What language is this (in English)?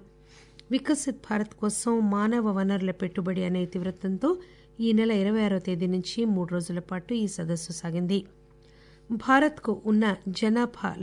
Telugu